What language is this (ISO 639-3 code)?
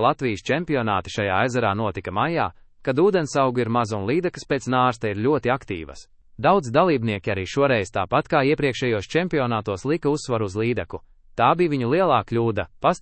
lav